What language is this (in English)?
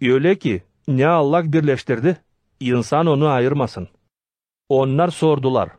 Gagauz